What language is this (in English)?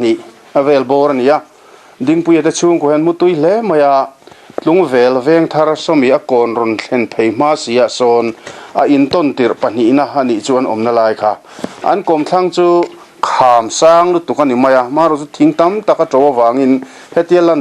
Mizo